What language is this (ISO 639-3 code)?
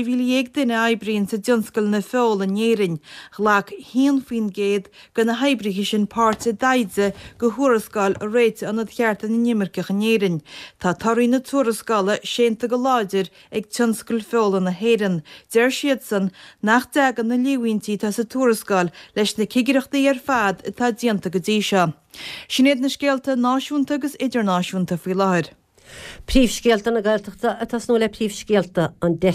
gle